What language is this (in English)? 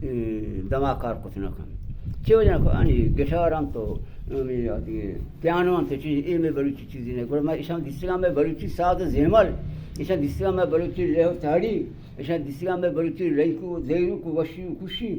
Baluchi